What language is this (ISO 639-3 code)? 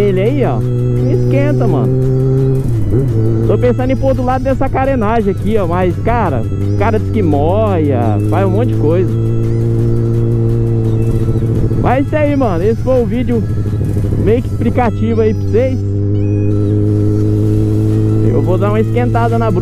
por